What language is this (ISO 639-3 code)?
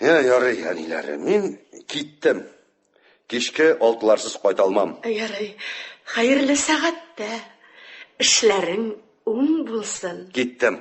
tat